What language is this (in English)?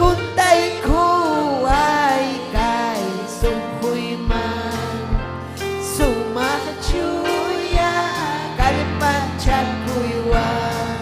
Ayacucho Quechua